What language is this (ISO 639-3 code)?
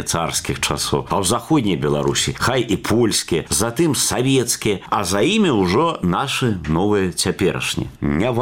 bel